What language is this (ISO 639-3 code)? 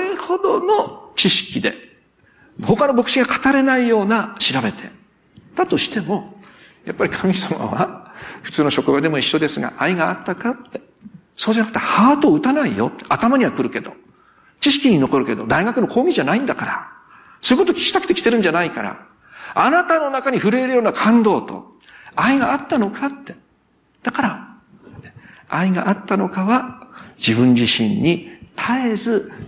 jpn